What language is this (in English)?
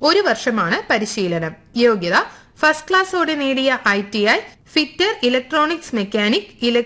Malayalam